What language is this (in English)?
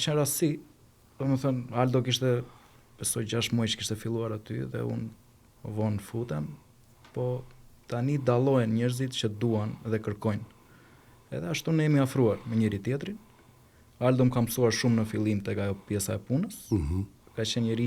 Albanian